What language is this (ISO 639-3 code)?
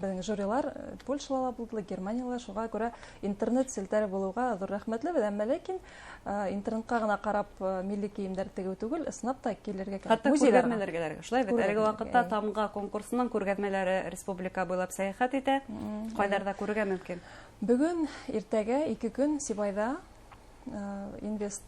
bak